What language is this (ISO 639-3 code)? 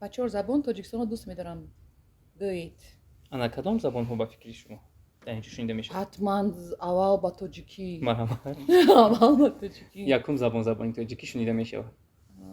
tgk